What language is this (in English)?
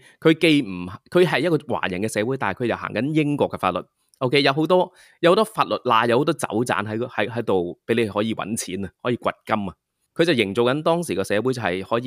Cantonese